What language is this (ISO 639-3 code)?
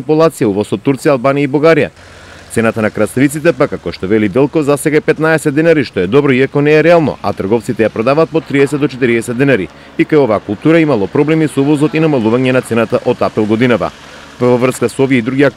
mkd